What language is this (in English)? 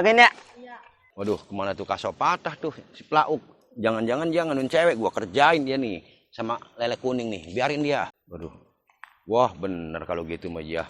Betawi